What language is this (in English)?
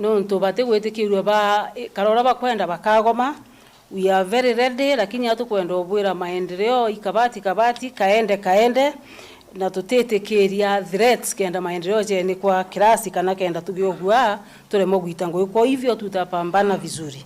Meru